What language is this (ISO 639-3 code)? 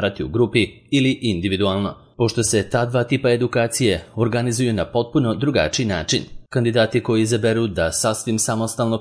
srp